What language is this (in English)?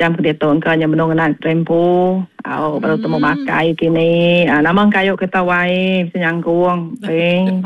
Iban